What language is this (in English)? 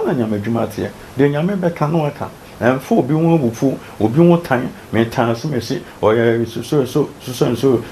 Akan